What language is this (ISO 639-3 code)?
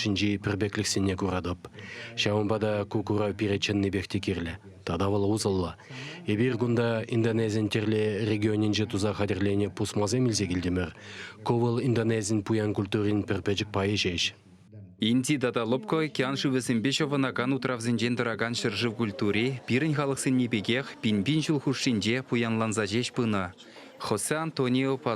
chv